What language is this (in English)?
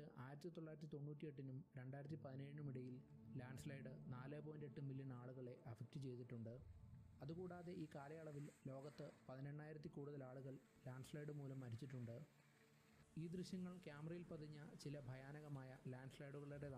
Malayalam